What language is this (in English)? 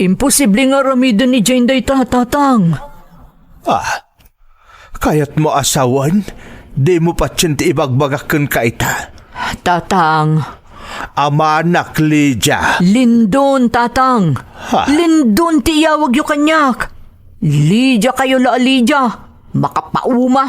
Iloko